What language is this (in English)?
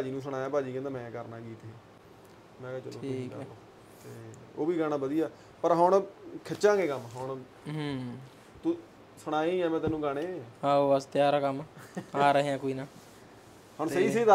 Punjabi